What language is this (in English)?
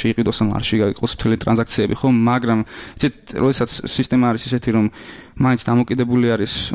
Georgian